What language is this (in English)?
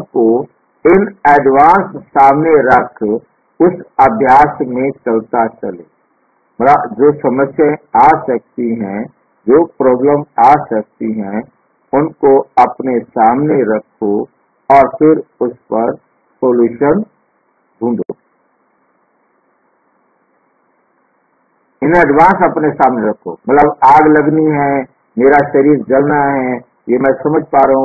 Hindi